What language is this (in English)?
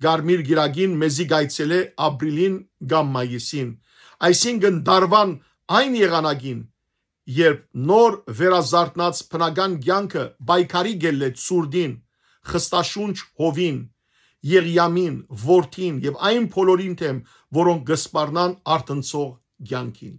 Western Armenian